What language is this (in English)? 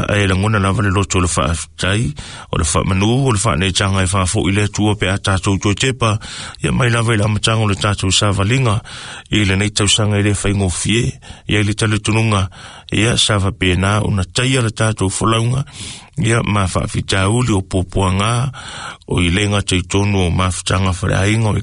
Samoan